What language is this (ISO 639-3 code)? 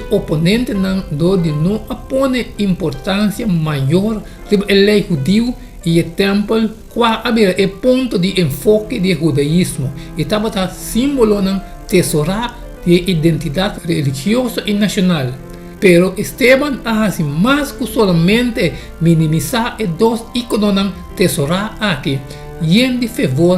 pap